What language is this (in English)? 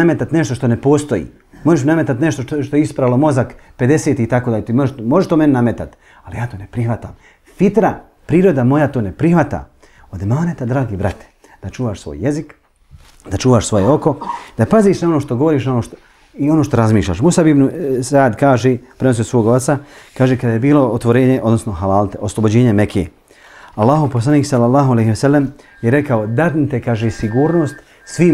Bosnian